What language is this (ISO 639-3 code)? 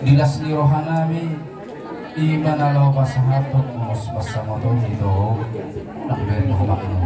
bbc